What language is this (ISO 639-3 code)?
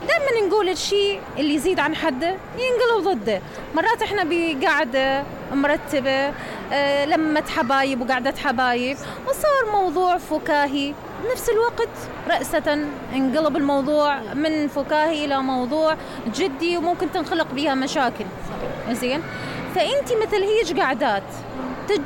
acm